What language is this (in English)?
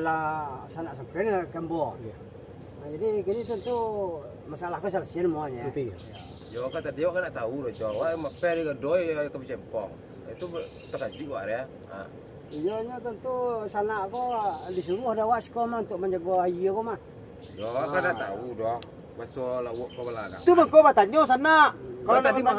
Minangkabau